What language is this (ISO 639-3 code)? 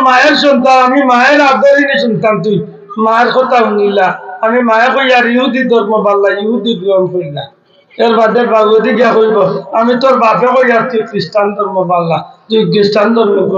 syl